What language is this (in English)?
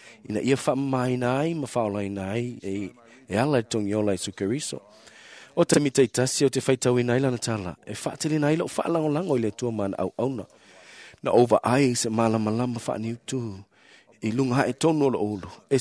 Samoan